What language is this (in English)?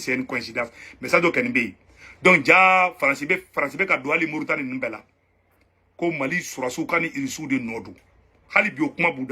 Bambara